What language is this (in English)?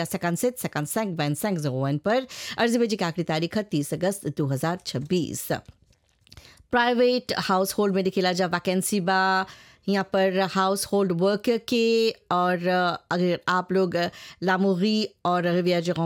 Bhojpuri